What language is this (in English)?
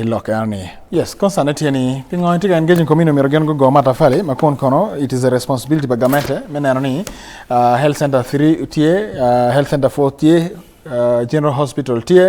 Acoli